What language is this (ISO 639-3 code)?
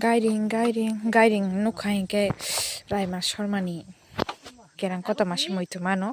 trp